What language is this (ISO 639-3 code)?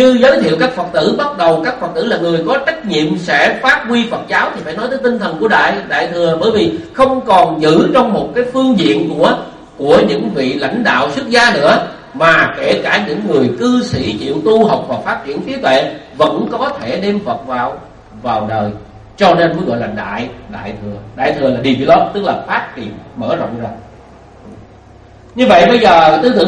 vie